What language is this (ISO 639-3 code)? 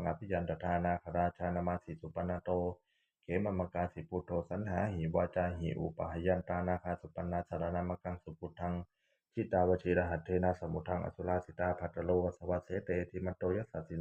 pli